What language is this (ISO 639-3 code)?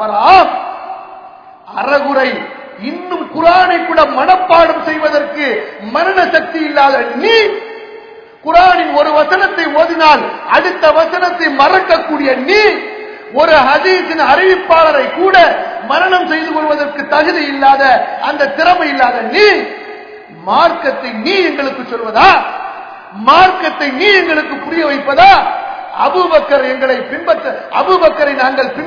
tam